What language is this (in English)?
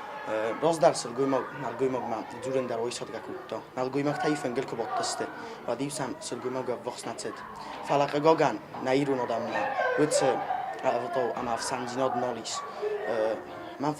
Ossetic